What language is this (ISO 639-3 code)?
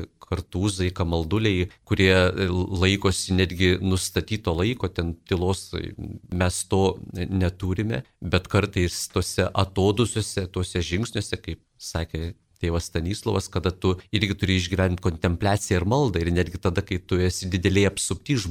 lit